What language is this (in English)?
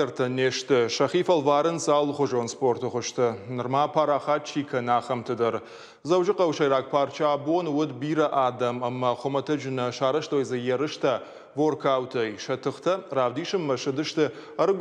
Ossetic